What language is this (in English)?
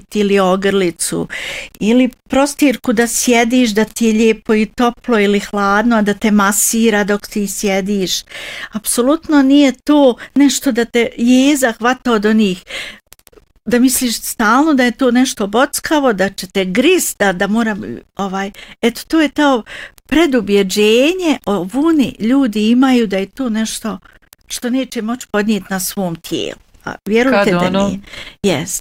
Bosnian